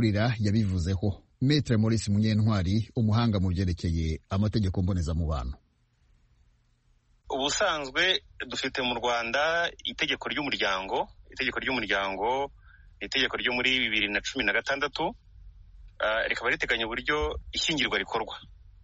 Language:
Kinyarwanda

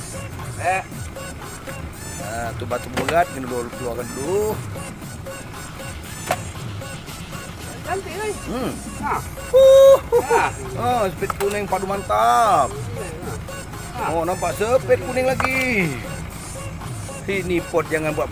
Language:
Malay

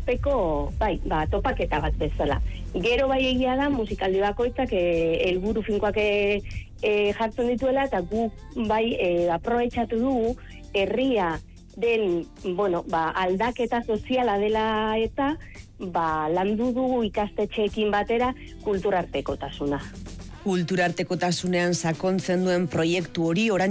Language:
Basque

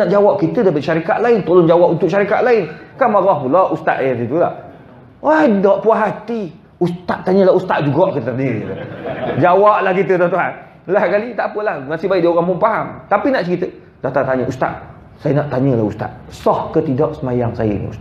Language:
Malay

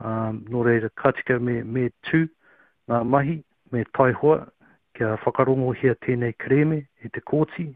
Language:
Māori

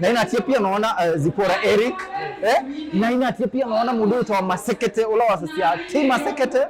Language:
Kamba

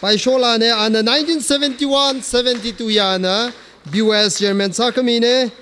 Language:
Tangkhul Naga (India)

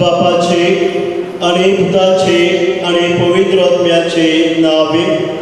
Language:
Konkani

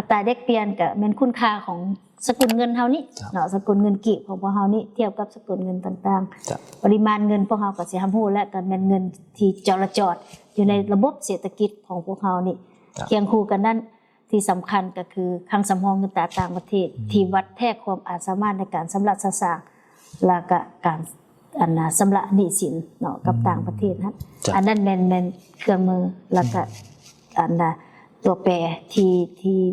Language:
Lao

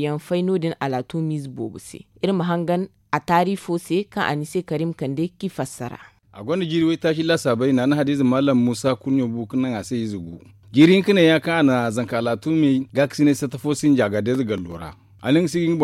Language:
Zarma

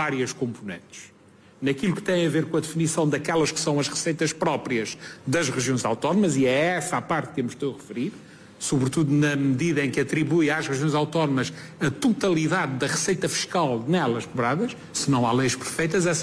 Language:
Portuguese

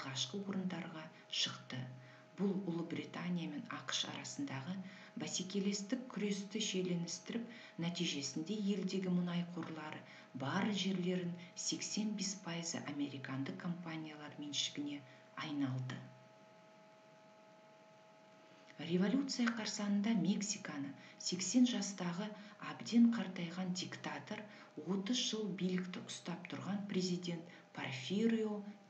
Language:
Kazakh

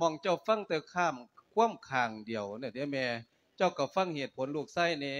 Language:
Lao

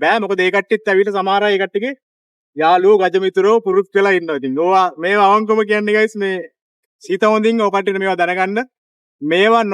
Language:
Sinhala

